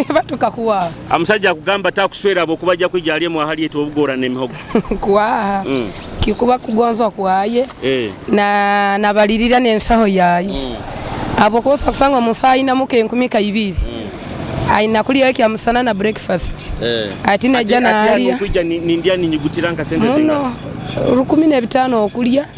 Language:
Nyoro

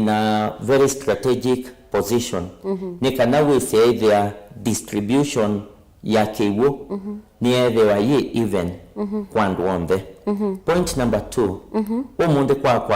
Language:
Kamba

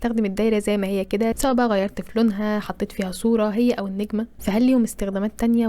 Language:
Egyptian Arabic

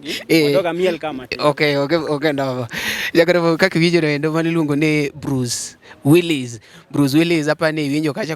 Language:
Luo (Kenya and Tanzania)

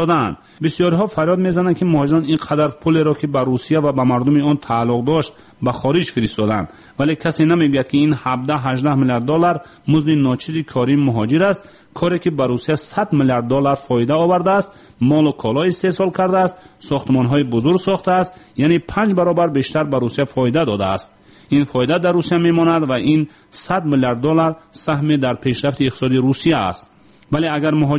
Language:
Tajik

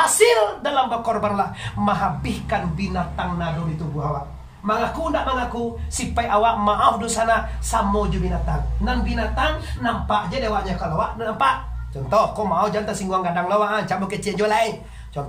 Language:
Minangkabau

